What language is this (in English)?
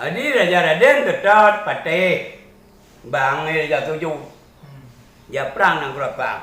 Achinese